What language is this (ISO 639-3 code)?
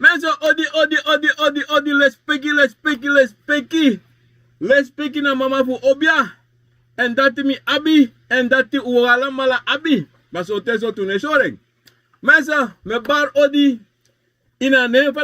srn